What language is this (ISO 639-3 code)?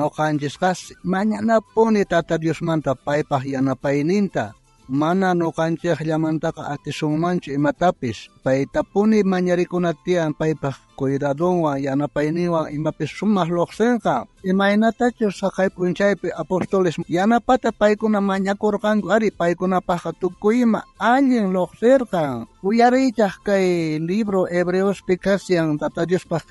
quh